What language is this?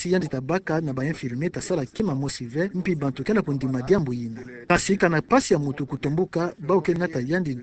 Kituba (Democratic Republic of Congo)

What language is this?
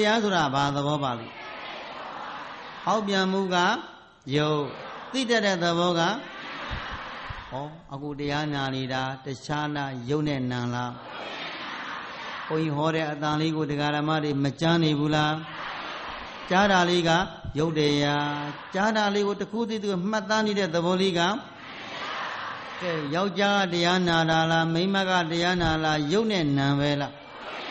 Burmese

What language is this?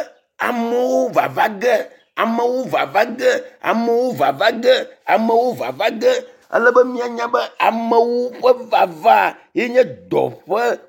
Ewe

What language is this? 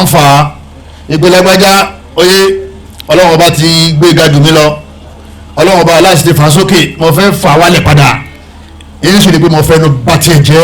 Yoruba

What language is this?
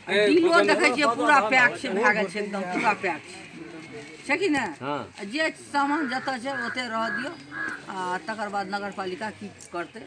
Maithili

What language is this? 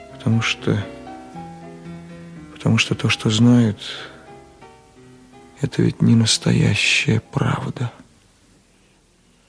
Russian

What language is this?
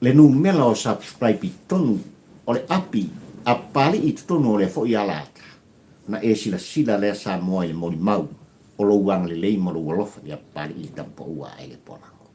Samoan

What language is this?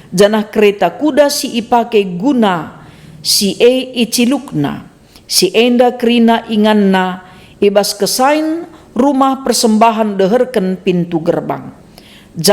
Batak Karo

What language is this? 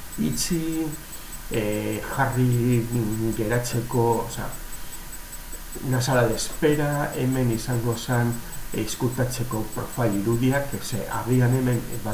Basque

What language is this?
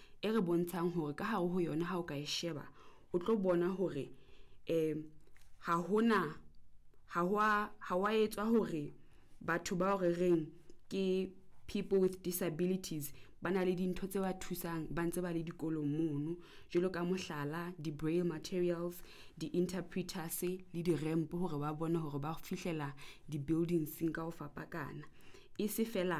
Southern Sotho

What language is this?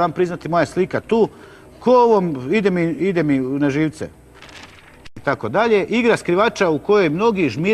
Croatian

